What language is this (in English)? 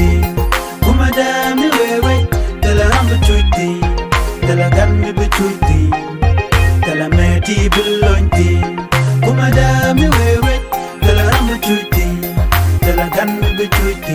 Nuer